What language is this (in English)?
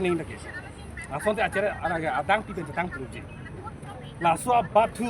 Karbi